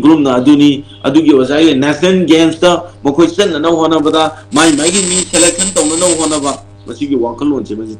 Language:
Manipuri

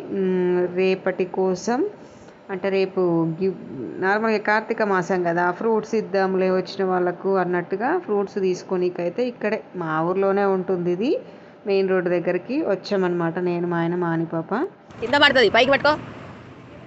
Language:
Telugu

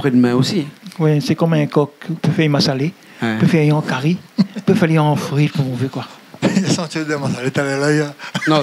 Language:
Réunion Creole French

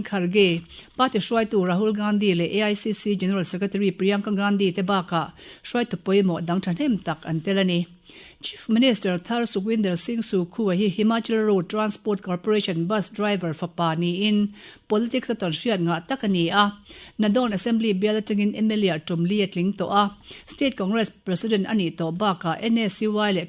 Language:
Mizo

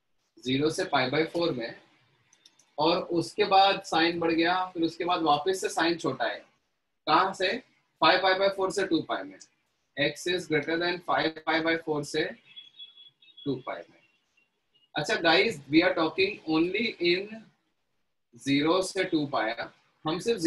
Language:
Hindi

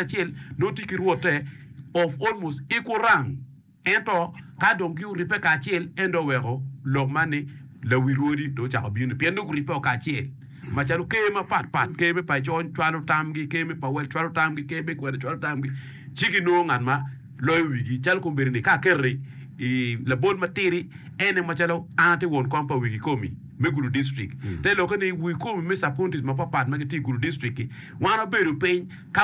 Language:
Acoli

